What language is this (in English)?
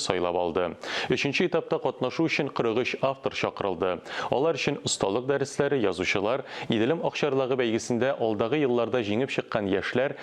Tatar